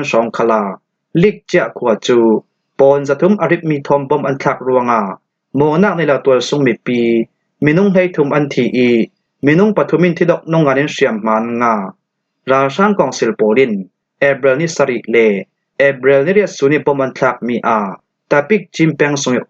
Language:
Falam Chin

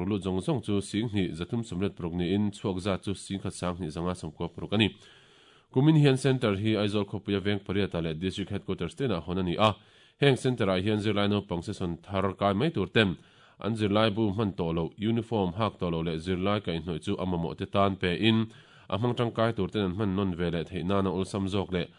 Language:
Mizo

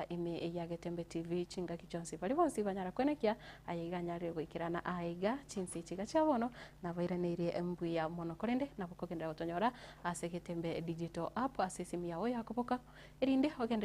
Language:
Gusii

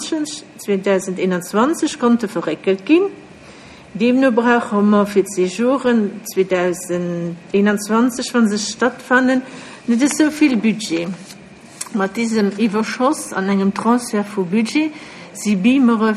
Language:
Luxembourgish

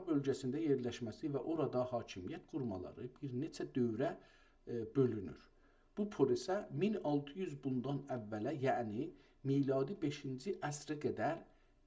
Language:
South Azerbaijani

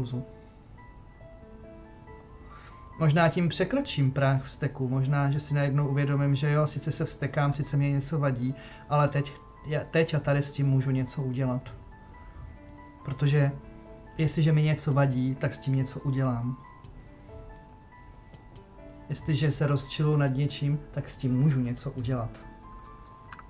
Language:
Czech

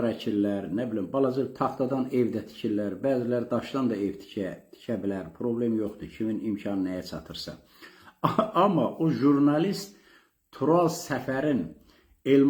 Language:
Azerbaijani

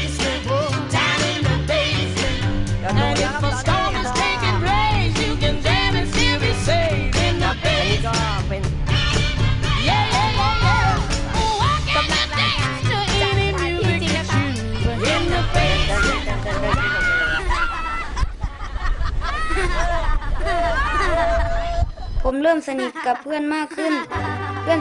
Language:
Thai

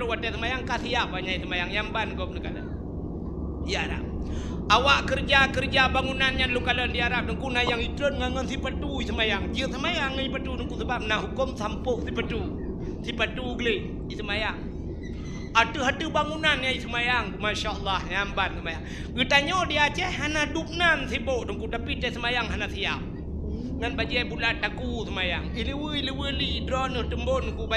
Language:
Achinese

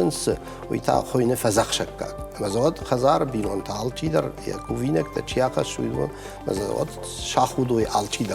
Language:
Ossetic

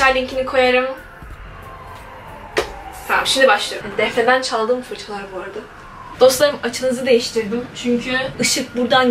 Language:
Turkish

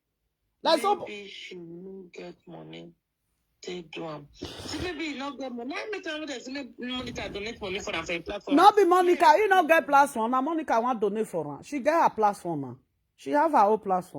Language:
Nigerian Pidgin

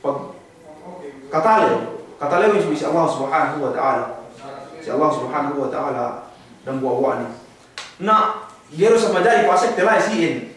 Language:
Yakan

